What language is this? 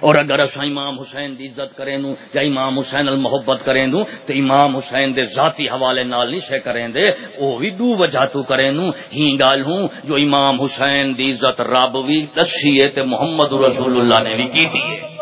Saraiki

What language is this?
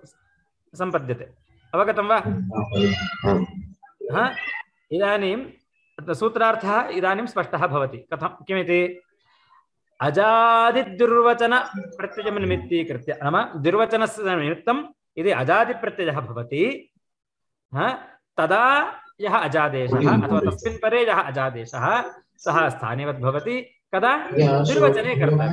Sanskrit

